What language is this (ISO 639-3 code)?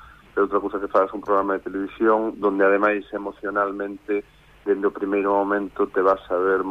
glg